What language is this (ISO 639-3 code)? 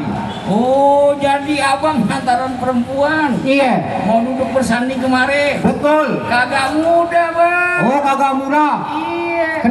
bew